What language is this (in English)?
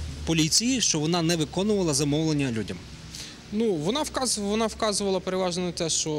Ukrainian